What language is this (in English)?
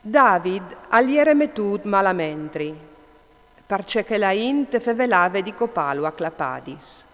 Friulian